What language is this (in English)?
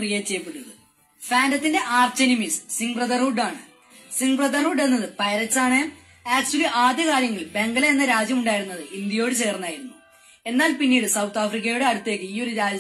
Malayalam